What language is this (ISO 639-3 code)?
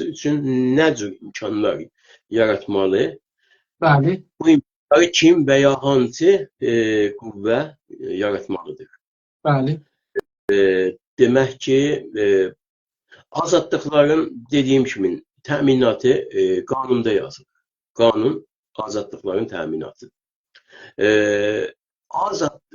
azb